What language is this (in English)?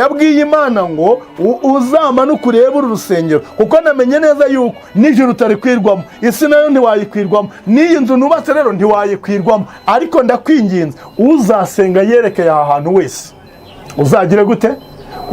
Kinyarwanda